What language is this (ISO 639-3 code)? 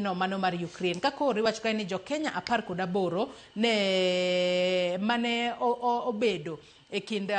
luo